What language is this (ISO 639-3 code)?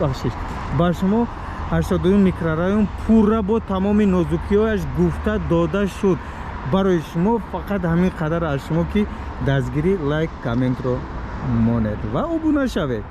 tgk